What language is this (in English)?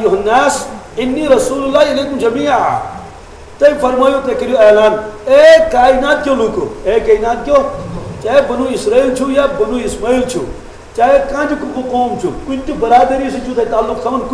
Kashmiri